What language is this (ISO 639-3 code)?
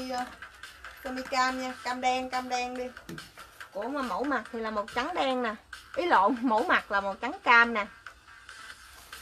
vie